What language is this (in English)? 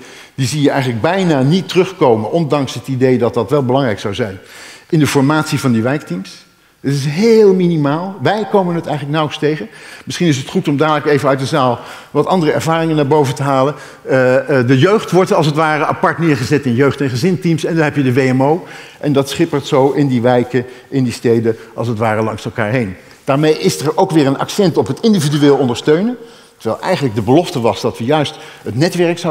Dutch